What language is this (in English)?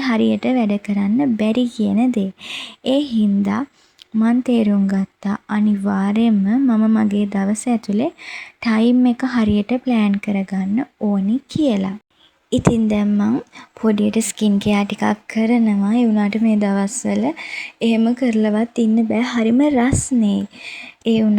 Sinhala